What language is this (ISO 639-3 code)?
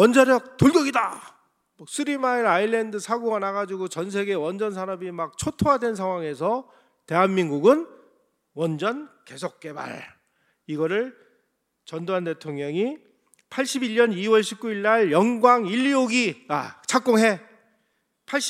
kor